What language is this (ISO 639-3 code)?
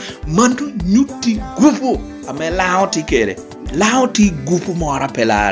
laj